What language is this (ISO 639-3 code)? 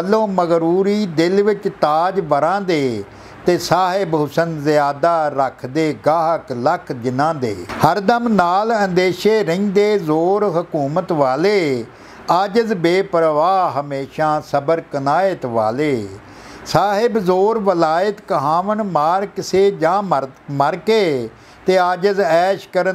pan